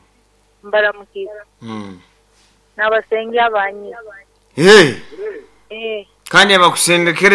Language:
Nyankole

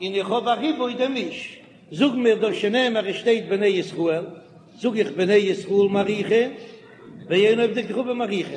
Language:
Yiddish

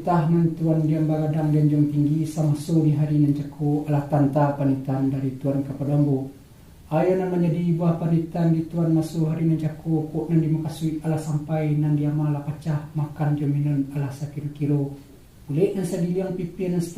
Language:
Minangkabau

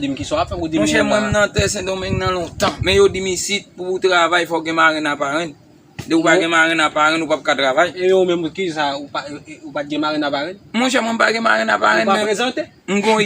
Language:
Haitian Creole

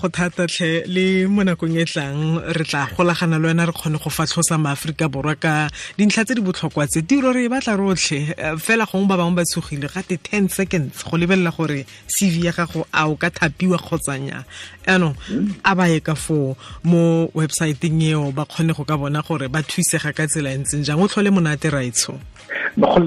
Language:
Tswana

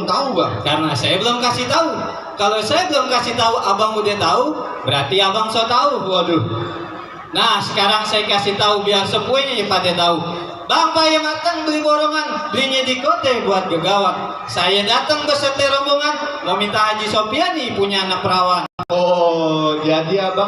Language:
Betawi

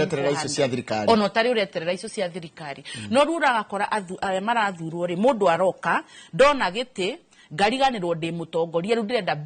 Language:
Kikuyu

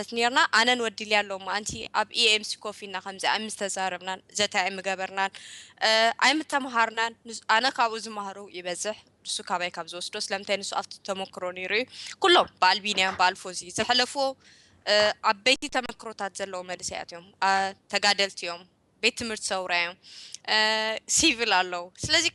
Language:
Tigrinya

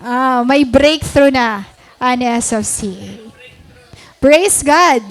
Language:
Waray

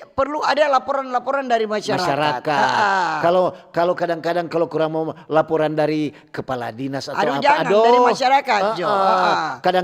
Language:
Manado Malay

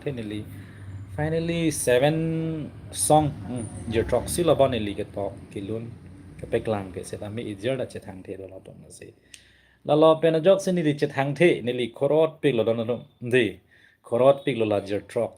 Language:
Karbi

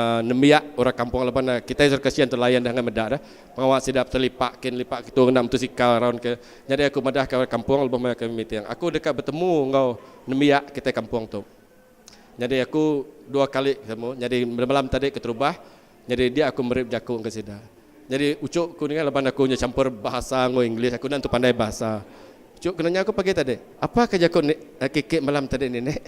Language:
Iban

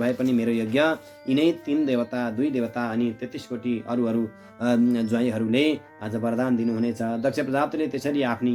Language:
Nepali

